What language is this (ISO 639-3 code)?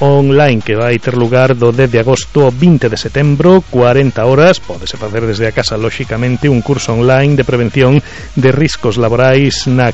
glg